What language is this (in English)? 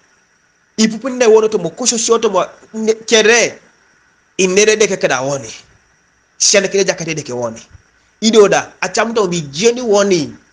Teso